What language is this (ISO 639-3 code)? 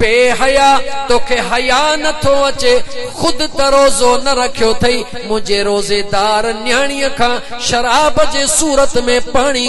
snd